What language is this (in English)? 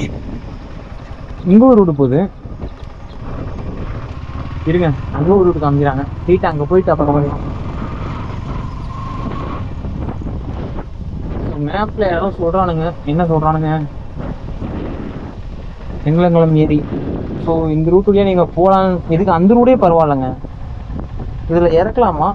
Tamil